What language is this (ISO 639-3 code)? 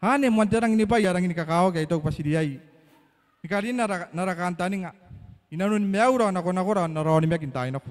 gil